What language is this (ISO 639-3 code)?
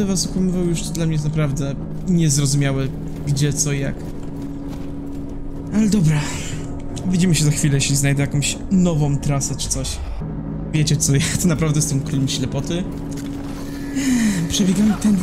pol